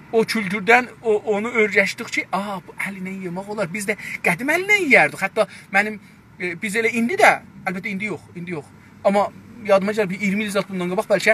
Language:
South Azerbaijani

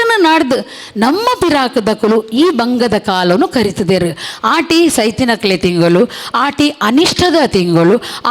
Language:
Tulu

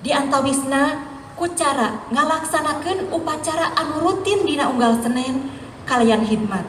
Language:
Sundanese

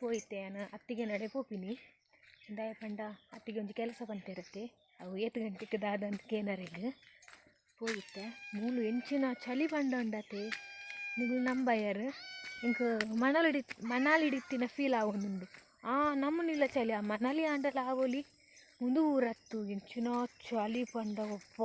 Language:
Tulu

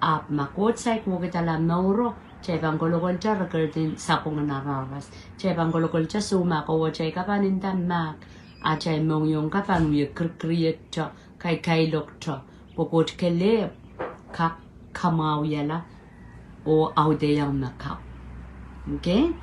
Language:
Pohnpeian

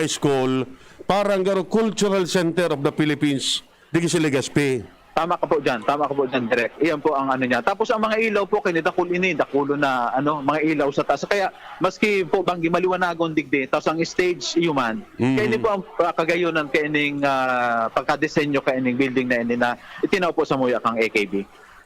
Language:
Bikol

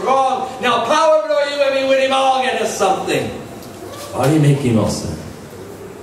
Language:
Tok Pisin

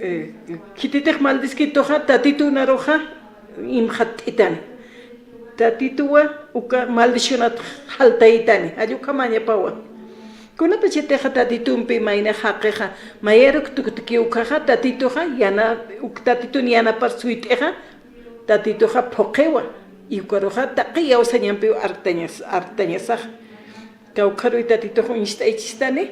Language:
Aymara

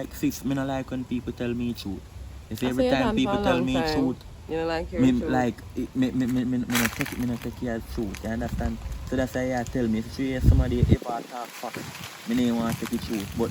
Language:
Jamaican Creole English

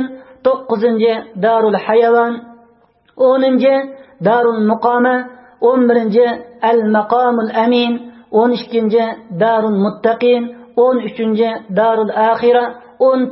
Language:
Uyghur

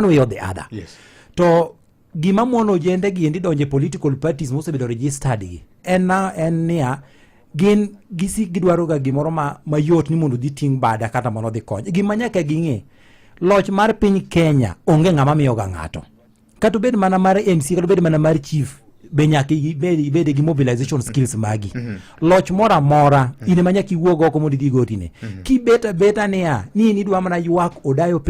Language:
Luo (Kenya and Tanzania)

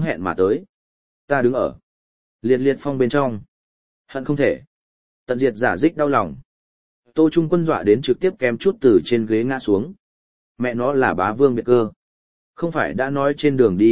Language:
Vietnamese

